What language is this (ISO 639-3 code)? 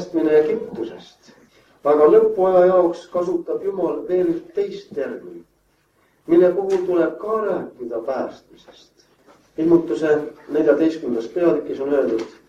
est